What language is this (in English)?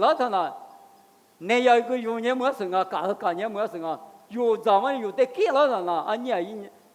Lisu